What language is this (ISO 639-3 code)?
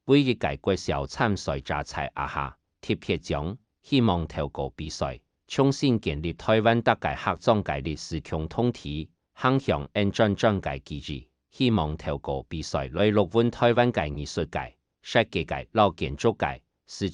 hak